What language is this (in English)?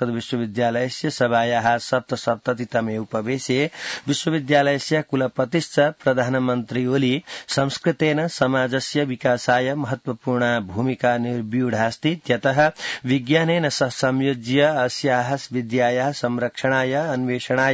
Sanskrit